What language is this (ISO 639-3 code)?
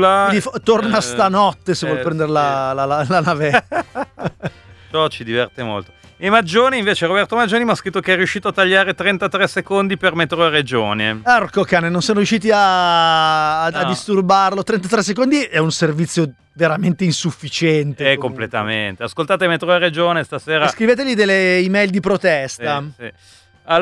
ita